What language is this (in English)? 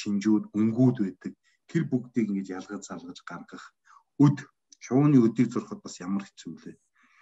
Mongolian